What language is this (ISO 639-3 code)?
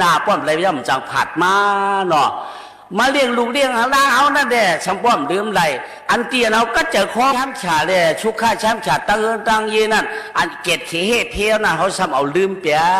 shn